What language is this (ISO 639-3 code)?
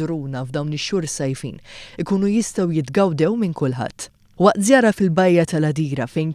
mlt